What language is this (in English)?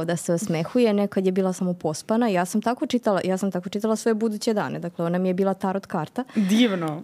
Serbian